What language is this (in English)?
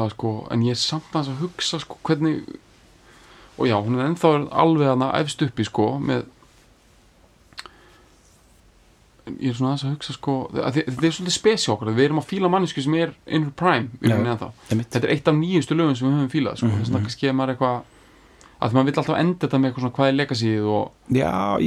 Icelandic